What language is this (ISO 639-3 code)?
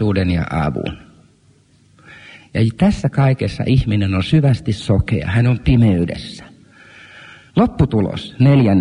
fin